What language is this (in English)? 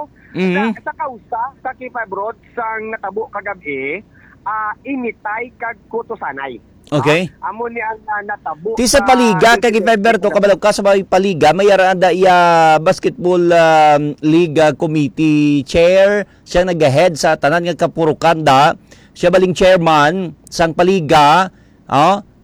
Hiligaynon